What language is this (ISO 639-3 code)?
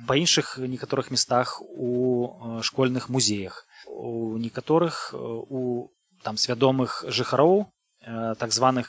bel